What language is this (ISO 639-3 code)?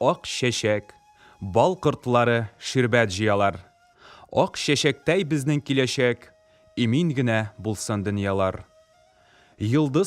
tat